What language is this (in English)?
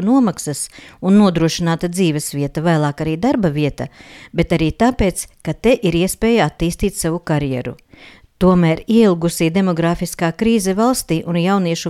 Latvian